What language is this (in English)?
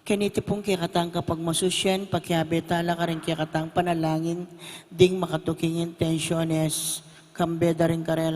Pampanga